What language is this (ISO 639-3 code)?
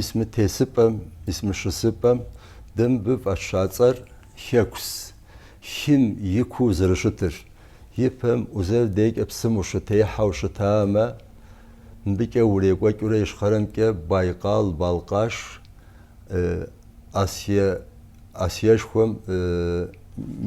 kbd